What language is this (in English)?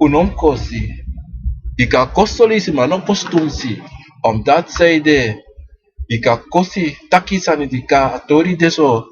Sranan Tongo